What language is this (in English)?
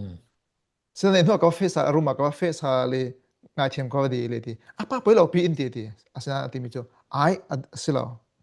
Falam Chin